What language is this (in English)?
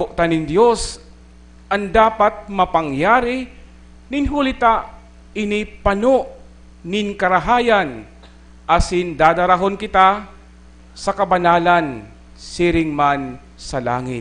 Bikol